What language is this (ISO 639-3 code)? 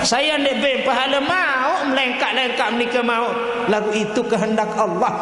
sas